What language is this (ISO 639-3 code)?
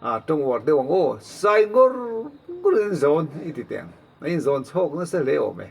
lus